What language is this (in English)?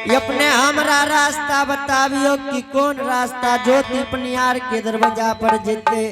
Angika